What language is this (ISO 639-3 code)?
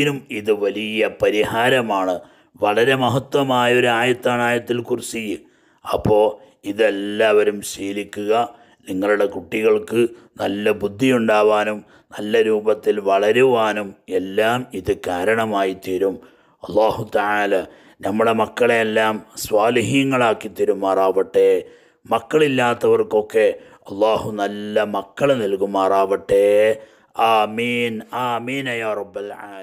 mal